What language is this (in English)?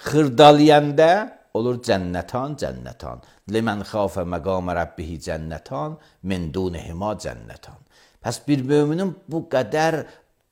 Azerbaijani